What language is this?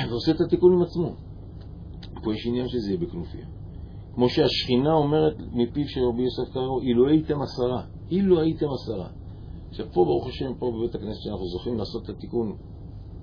Hebrew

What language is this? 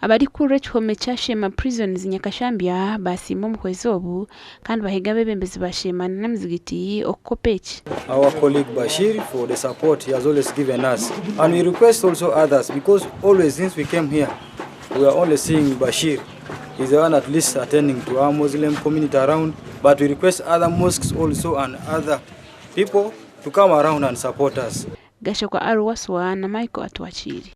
Nyankole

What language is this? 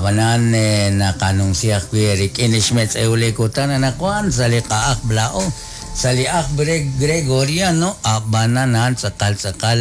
Kekchí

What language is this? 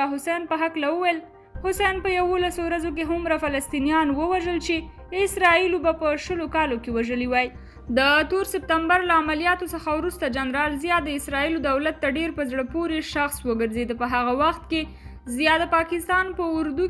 Pashto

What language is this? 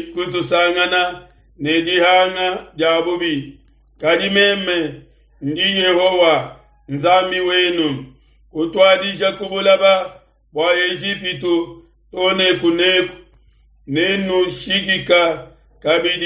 Luba-Lulua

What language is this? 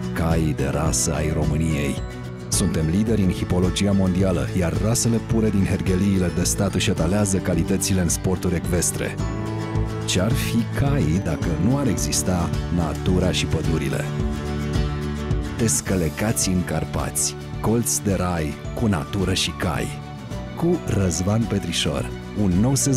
Romanian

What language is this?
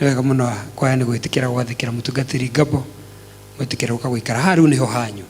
Kikuyu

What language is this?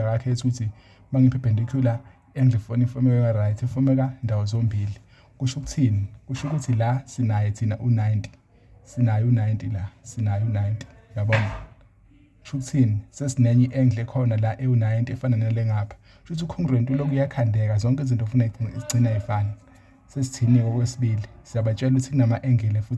Zulu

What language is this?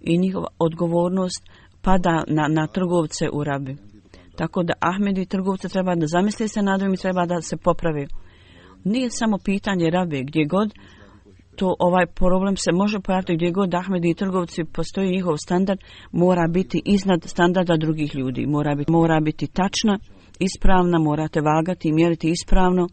Bosnian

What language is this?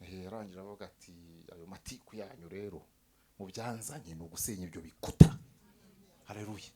Kinyarwanda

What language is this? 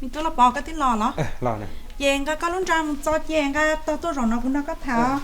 Hmong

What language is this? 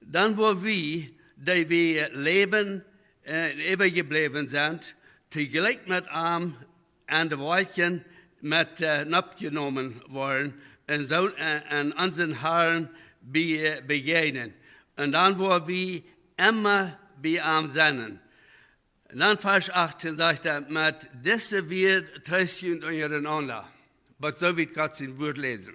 Plautdietsch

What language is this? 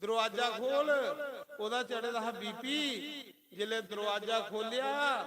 Dogri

